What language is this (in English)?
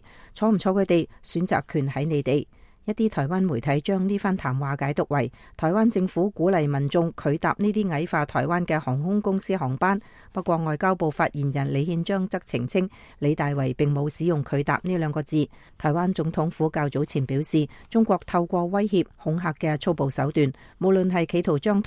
Cantonese